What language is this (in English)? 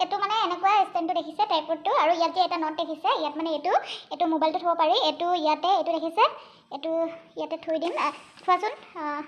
Assamese